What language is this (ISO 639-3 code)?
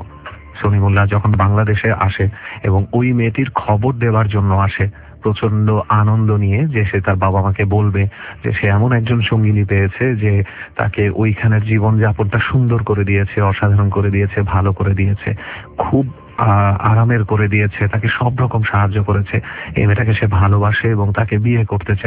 ben